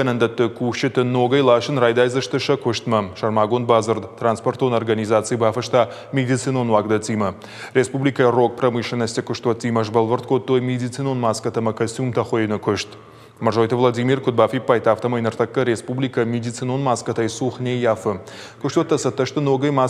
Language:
Ossetic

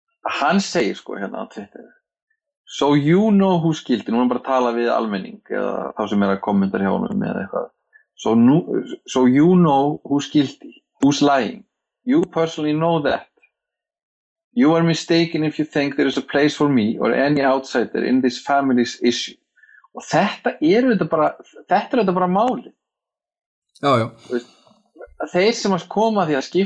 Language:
Icelandic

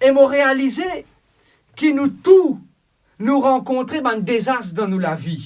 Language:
Morisyen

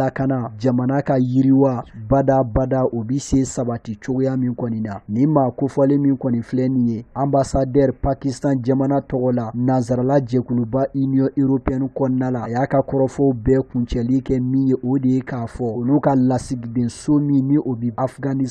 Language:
Bambara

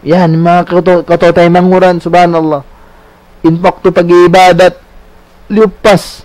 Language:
Tausug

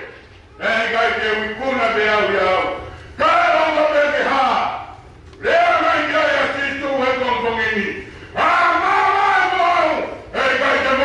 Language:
Tongan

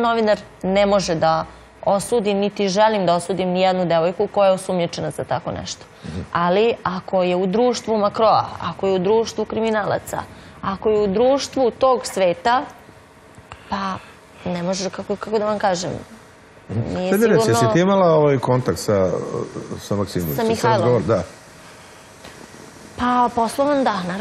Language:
Serbian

